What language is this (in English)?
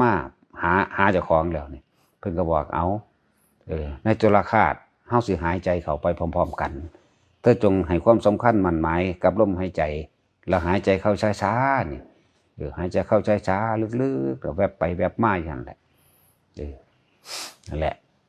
Northeastern Thai